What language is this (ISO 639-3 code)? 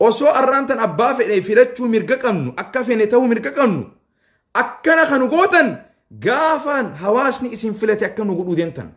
orm